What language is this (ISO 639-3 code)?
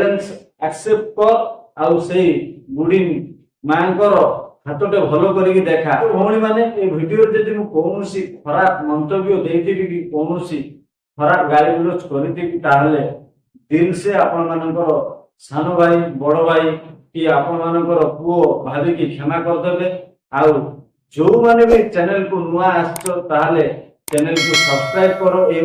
ori